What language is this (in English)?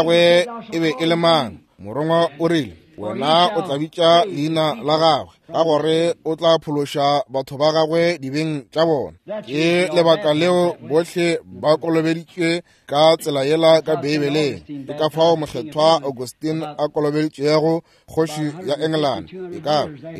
Northern Sotho